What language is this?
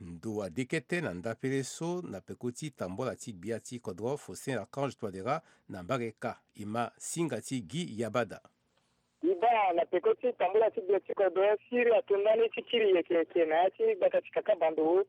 Sango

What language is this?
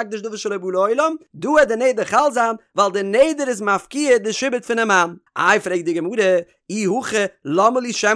Yiddish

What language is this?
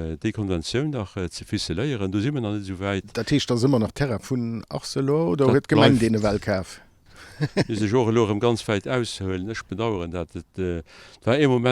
Luxembourgish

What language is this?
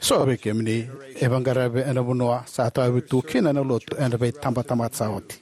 Fijian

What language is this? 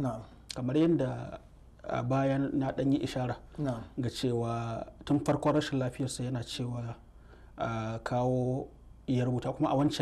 Hausa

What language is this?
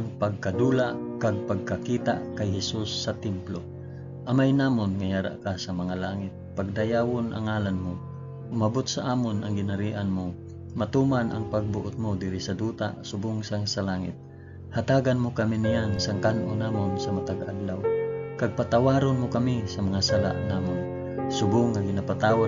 Hiligaynon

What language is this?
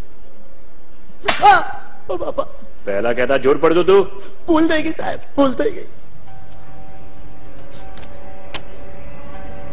Gujarati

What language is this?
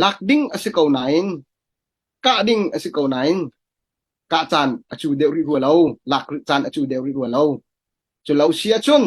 Hakha Chin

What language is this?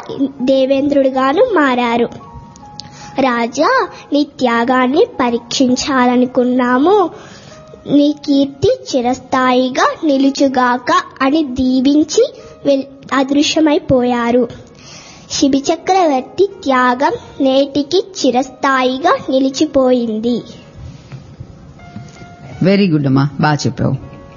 Telugu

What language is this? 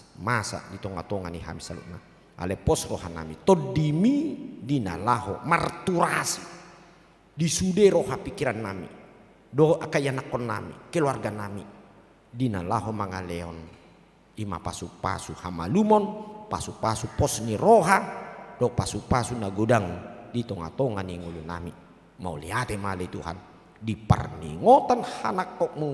Batak Toba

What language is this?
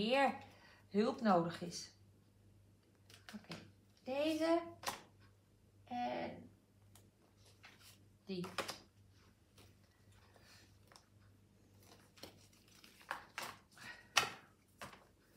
Dutch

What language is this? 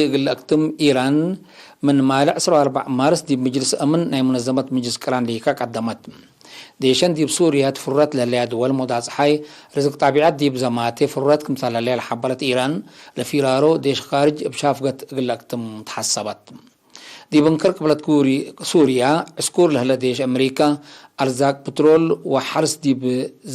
Tigre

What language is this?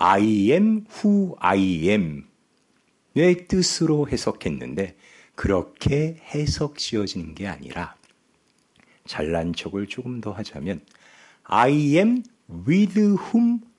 Korean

